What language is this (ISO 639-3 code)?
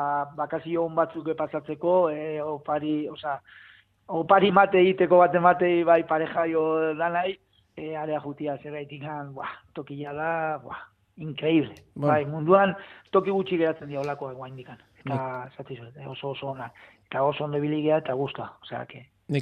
eus